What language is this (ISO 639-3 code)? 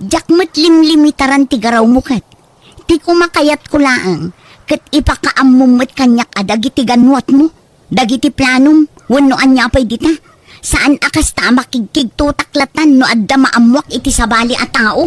ilo